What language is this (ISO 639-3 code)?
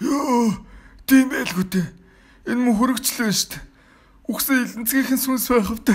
mon